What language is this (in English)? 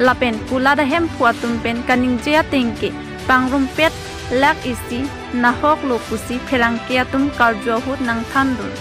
Karbi